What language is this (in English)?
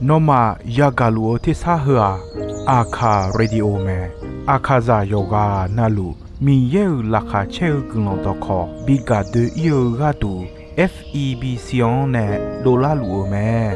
Akha